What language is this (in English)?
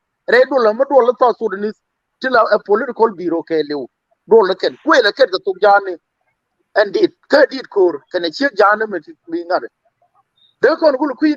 Nuer